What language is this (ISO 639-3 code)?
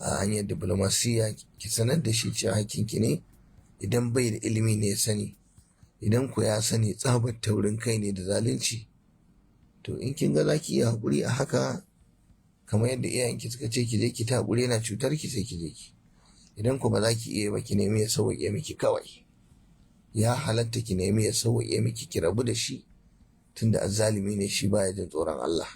hau